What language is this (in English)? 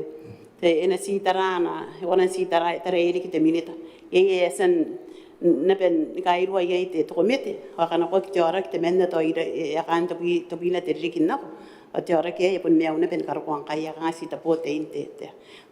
Gilbertese